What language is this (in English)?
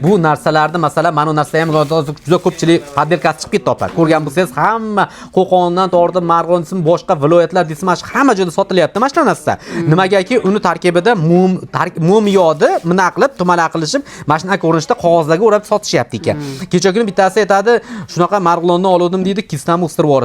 Uzbek